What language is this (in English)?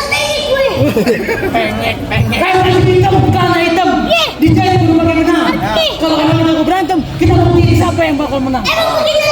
Betawi